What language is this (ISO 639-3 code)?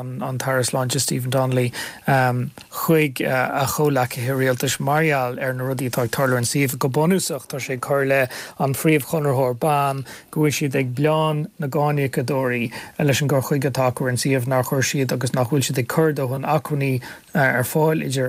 gle